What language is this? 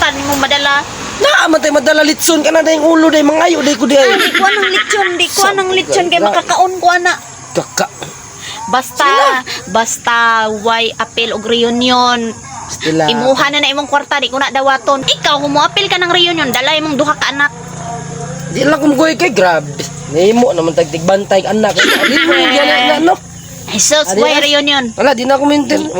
Cebuano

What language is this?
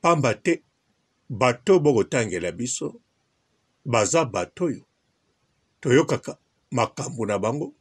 Lingala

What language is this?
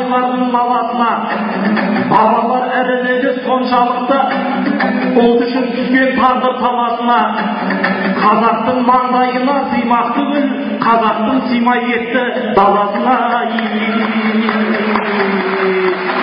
Kazakh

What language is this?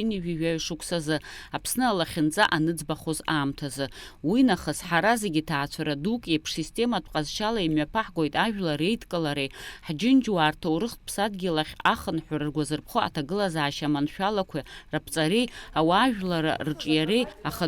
Abkhazian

